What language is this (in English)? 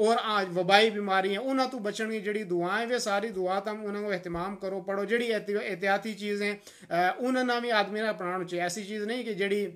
Gujari